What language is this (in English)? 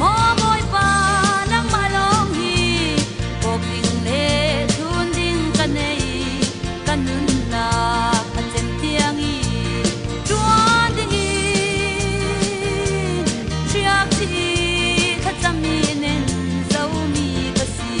Falam Chin